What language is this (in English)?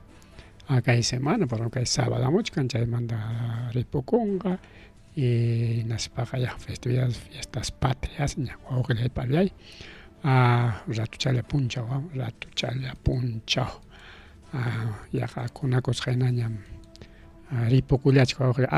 Ayacucho Quechua